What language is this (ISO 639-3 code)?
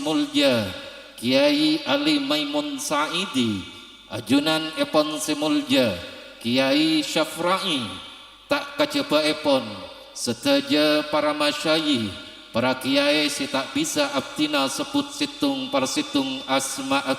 mad